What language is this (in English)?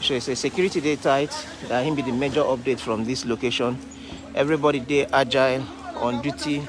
Nigerian Pidgin